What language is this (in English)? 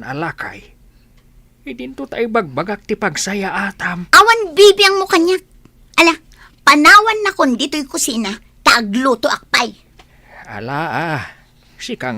Iloko